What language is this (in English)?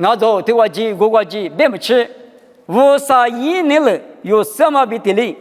Lisu